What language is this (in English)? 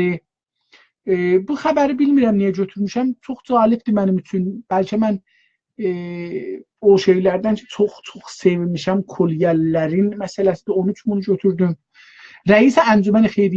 South Azerbaijani